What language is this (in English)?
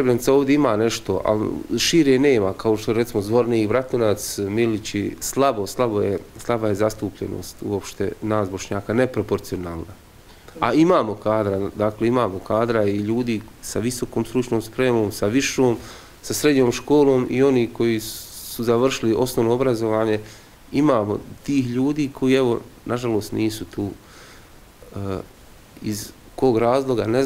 Bosnian